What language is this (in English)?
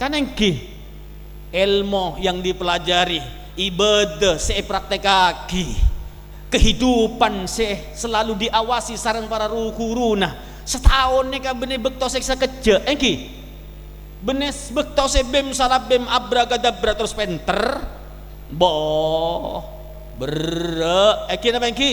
Madurese